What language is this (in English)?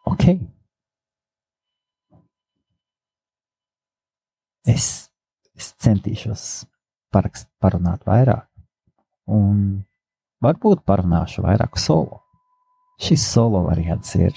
Latvian